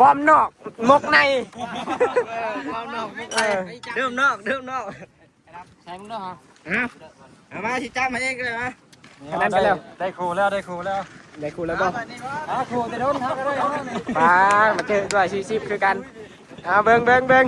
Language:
Lao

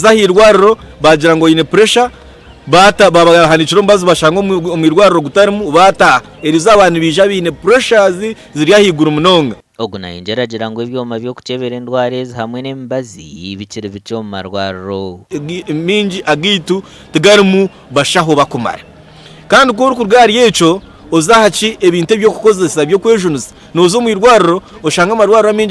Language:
Nyankole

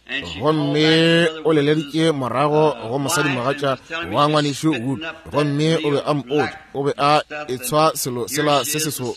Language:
Northern Sotho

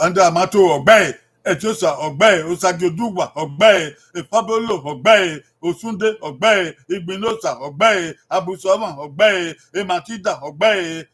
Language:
Bini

